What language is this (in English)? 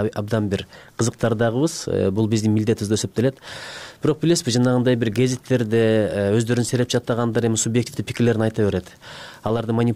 Kyrgyz